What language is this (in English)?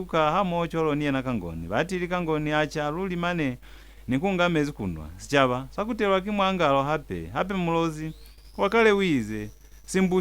Lozi